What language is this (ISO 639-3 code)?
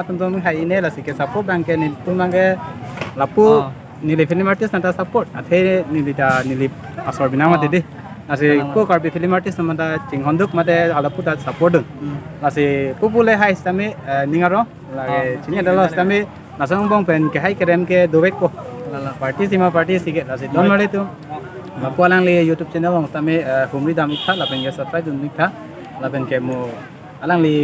mjw